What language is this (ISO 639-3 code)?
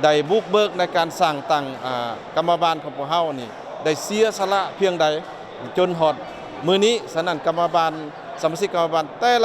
lao